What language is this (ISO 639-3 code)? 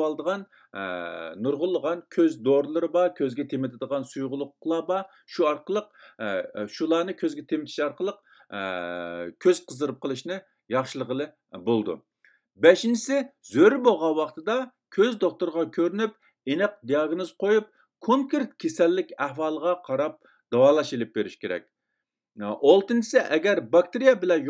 uig